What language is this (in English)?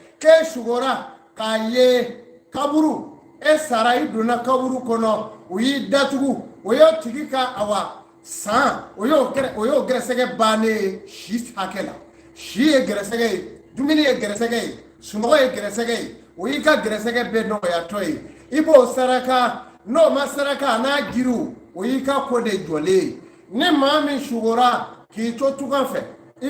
Bambara